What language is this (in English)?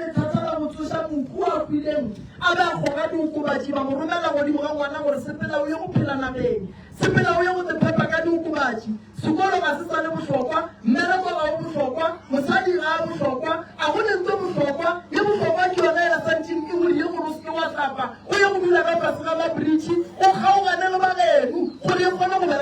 Northern Sotho